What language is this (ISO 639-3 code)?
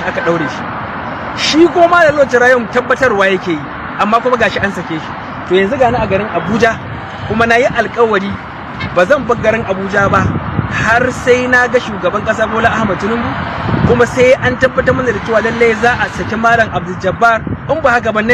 hau